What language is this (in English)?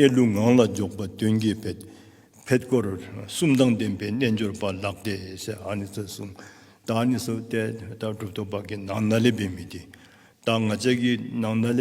Dzongkha